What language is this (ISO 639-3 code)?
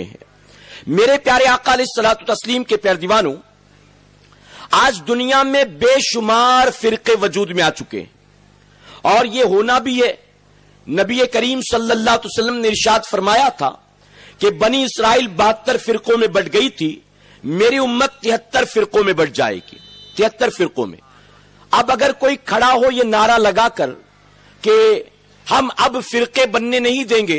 urd